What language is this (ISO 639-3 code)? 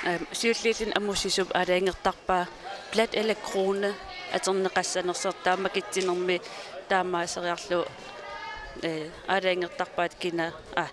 kal